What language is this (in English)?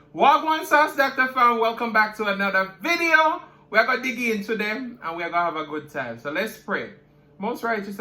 Jamaican Creole English